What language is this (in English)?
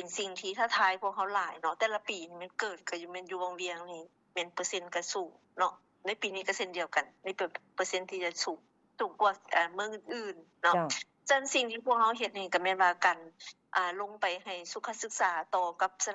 Lao